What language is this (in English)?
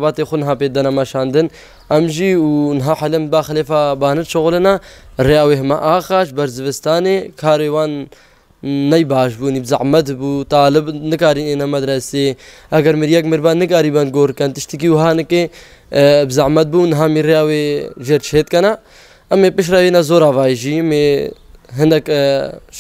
Kurdish